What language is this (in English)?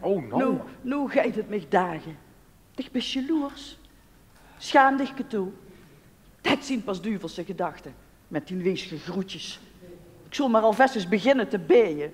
Limburgish